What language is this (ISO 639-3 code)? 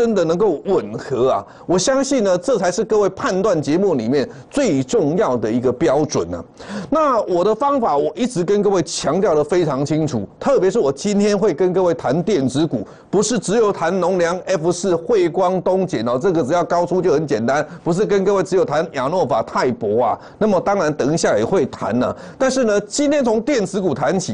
zho